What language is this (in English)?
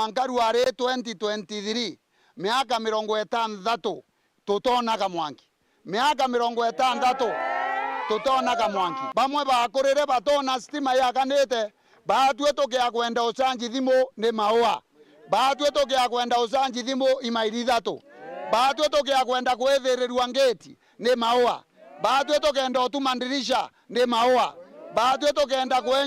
Meru